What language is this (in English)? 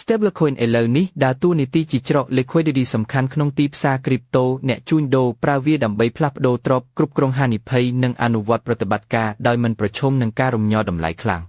Khmer